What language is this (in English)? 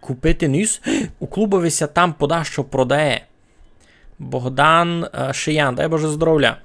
Rusyn